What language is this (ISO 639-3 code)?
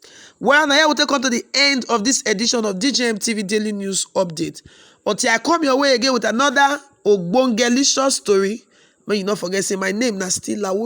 pcm